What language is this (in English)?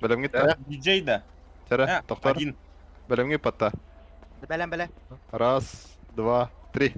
Yakut